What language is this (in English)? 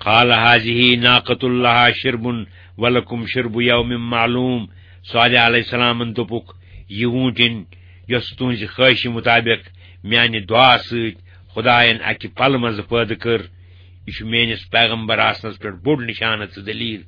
Kashmiri